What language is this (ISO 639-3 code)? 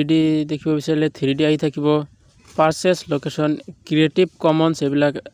asm